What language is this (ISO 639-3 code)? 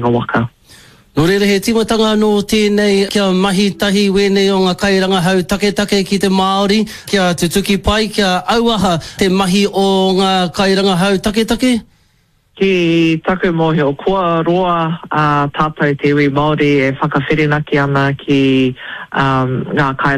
mri